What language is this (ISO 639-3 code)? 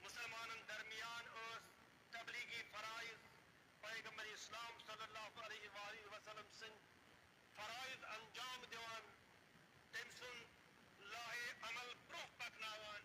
kas